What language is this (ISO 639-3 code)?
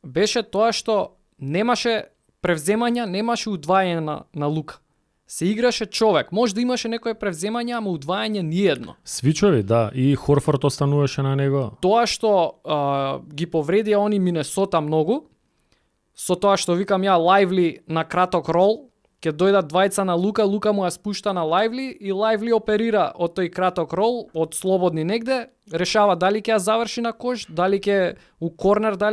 mkd